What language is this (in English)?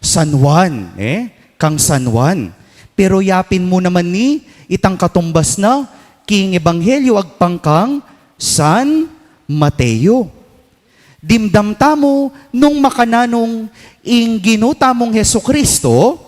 Pampanga